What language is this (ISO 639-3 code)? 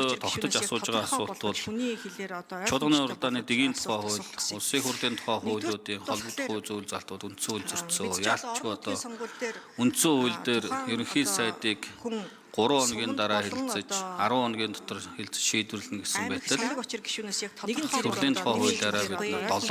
mon